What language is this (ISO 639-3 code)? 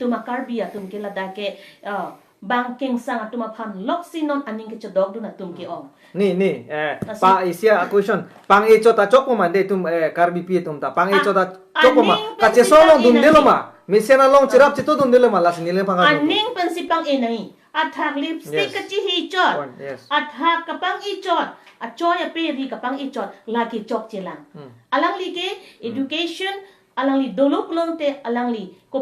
mjw